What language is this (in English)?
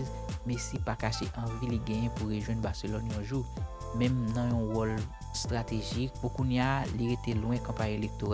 Haitian Creole